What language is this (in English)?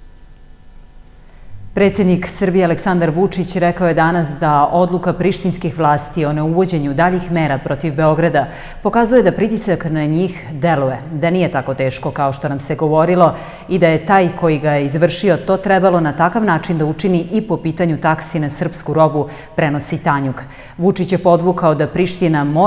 Serbian